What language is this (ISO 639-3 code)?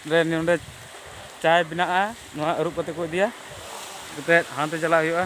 sat